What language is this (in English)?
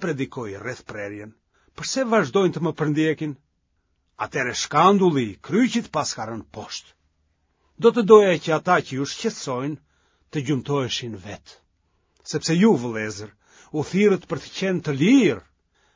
Albanian